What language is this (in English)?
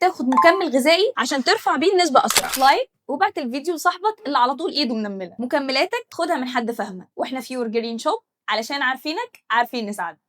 Egyptian Arabic